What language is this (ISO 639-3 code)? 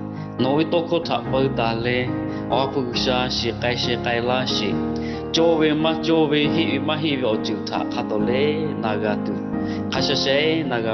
lhu